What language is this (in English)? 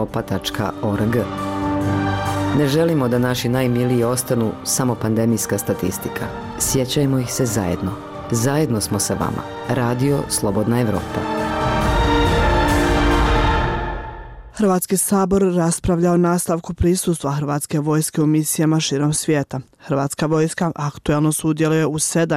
Bosnian